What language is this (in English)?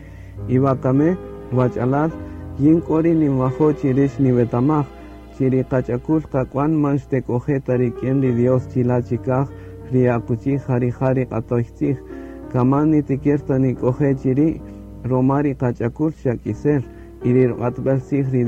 Kaqchikel